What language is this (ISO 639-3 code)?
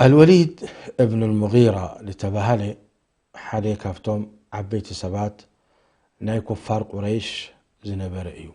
tir